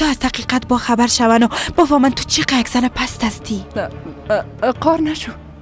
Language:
Persian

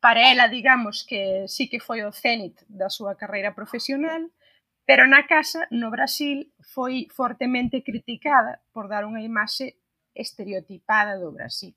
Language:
Galician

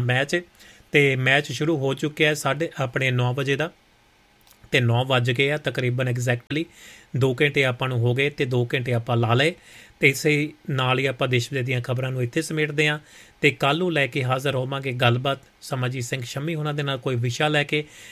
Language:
Punjabi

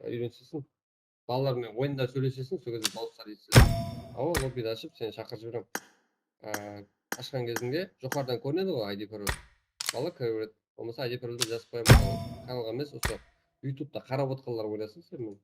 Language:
Kara-Kalpak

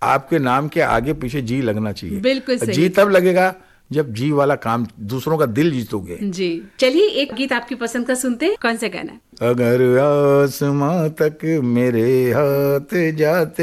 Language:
Hindi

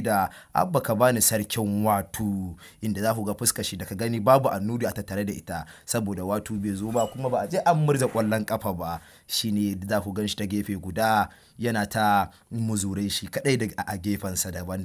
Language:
Hausa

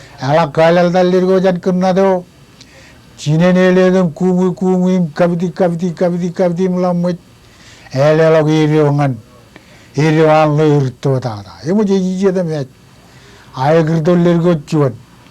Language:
Marshallese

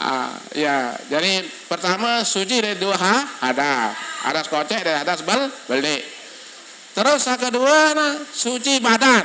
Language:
Sasak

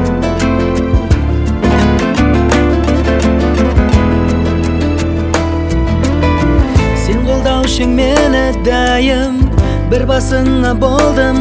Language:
Kazakh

